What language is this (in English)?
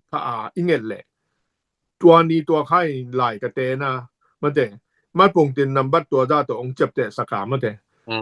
Tedim Chin